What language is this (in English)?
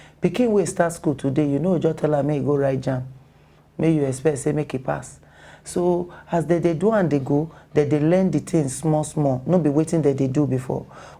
Nigerian Pidgin